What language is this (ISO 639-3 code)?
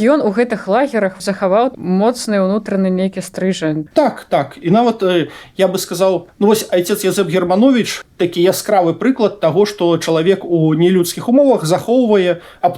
bel